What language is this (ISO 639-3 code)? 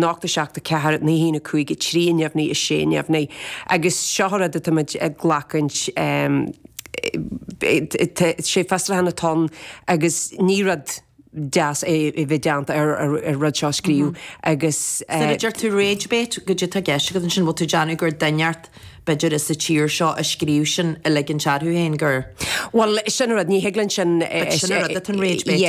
gle